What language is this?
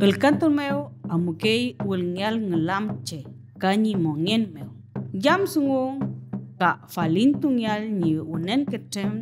Mapuche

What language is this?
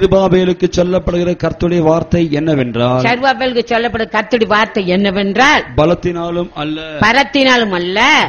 Tamil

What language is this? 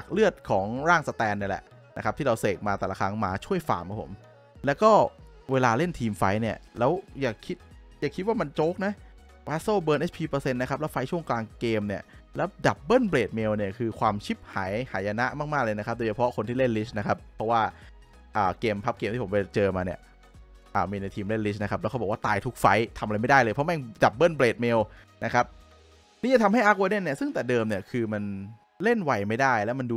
Thai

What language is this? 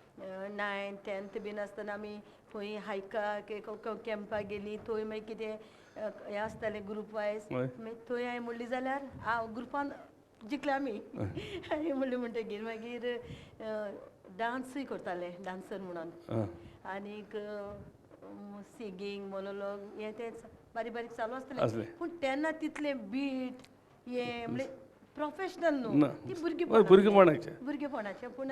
Konkani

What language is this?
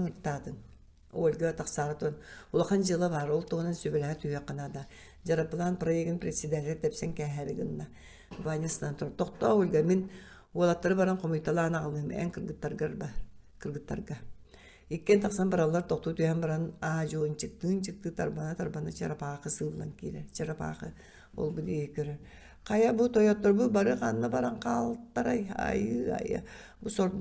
Yakut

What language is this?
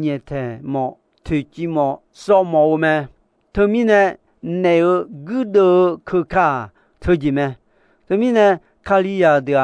Akha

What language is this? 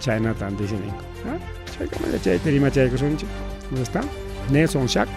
Ayacucho Quechua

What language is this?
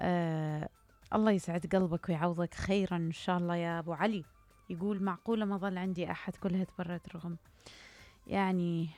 Mesopotamian Arabic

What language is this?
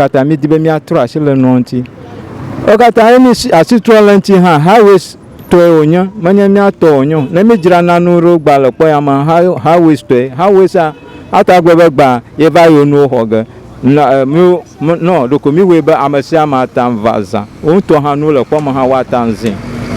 Ewe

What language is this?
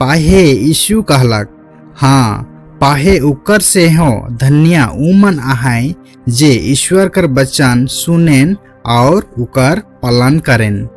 Sadri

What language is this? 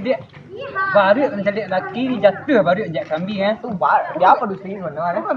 Minangkabau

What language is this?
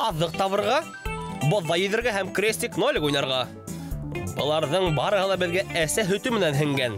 Bashkir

